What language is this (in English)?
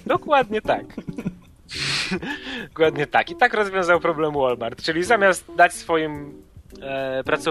Polish